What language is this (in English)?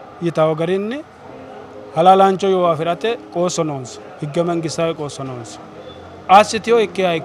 Sidamo